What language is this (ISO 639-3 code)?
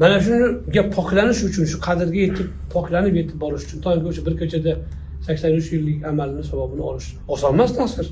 uzb